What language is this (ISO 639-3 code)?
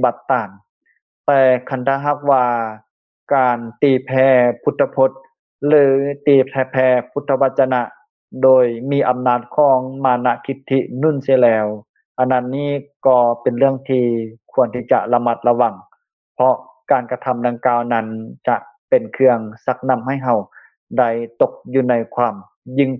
lao